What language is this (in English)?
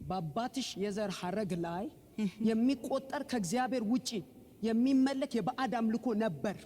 Amharic